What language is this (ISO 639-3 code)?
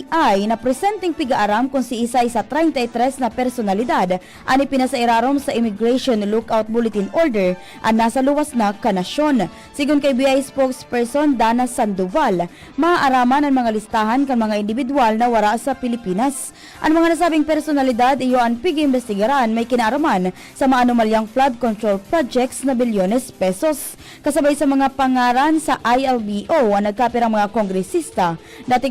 bik